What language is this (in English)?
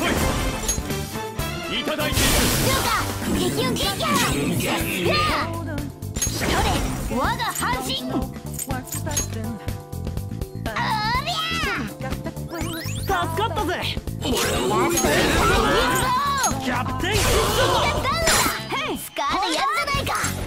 Japanese